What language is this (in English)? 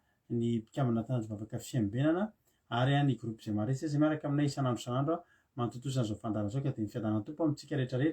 Malagasy